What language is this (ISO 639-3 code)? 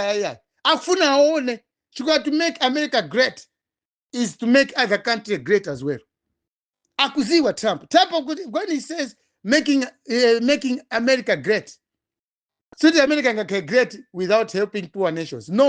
nya